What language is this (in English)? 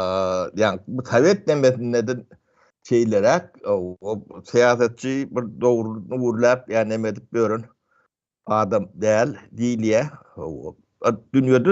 Turkmen